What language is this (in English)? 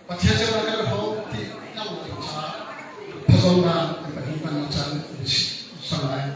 Hakha Chin